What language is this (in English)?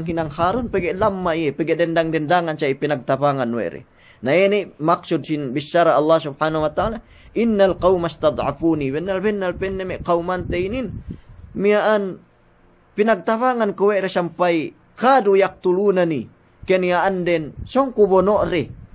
Yakan